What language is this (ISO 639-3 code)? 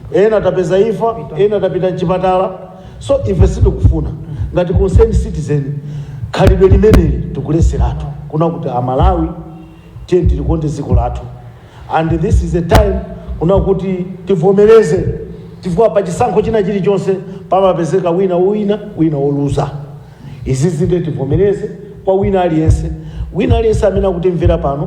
nya